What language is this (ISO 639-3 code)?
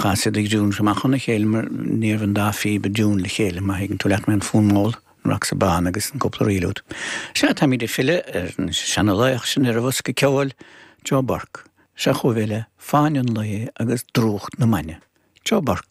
gle